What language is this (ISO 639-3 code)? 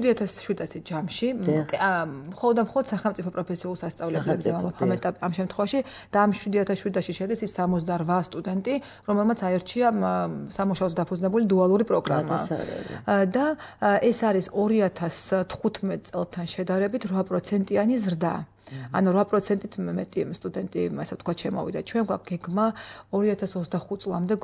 kat